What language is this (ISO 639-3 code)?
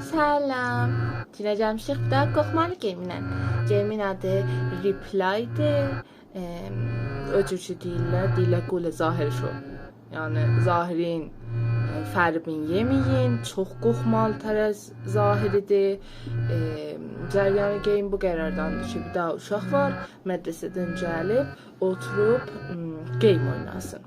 azb